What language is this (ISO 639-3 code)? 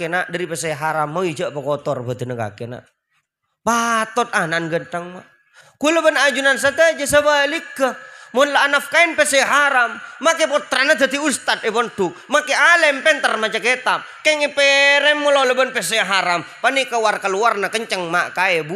mad